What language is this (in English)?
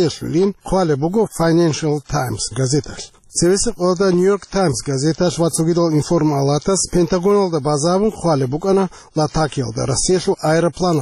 Avaric